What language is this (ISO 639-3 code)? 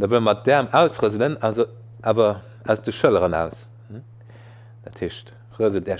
ltz